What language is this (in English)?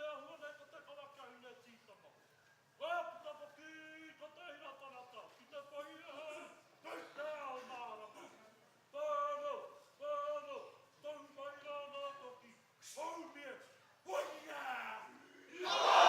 Māori